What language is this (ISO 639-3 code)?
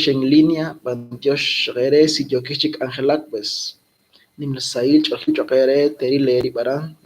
kek